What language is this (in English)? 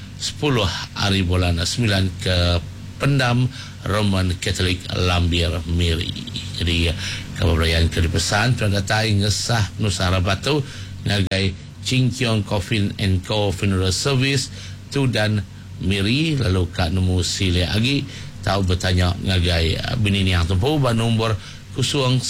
Iban